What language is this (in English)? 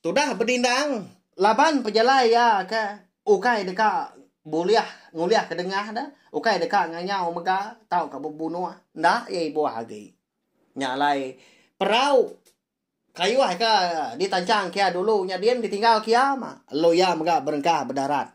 Iban